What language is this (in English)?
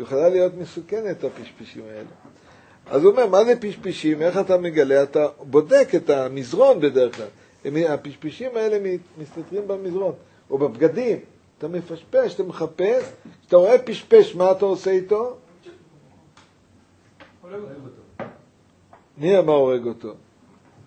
Hebrew